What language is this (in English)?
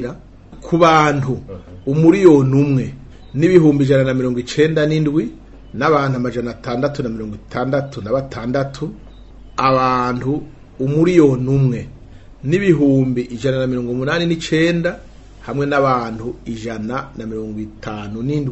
Rundi